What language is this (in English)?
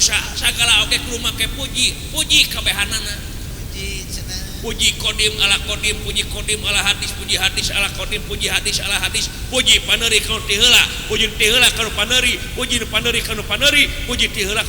Sundanese